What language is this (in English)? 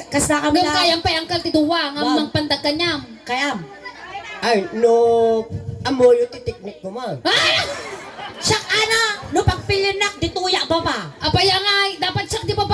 Iloko